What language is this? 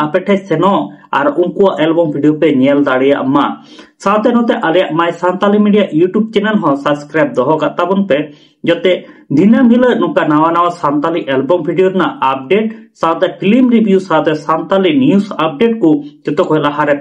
Santali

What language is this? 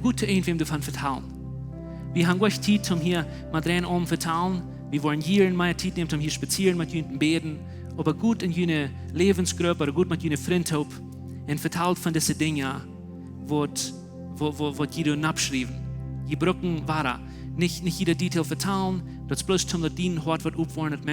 Plautdietsch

